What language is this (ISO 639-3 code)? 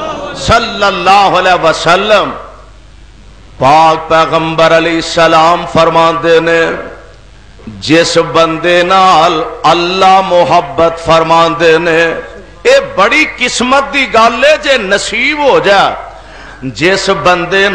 lah